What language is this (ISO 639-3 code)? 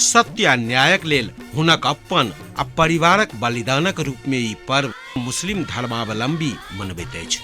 mai